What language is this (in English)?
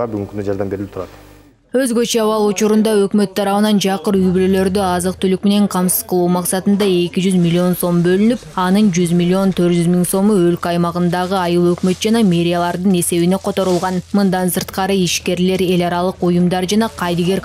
Kyrgyz